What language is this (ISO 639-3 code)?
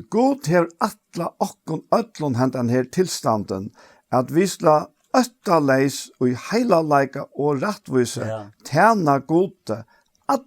fao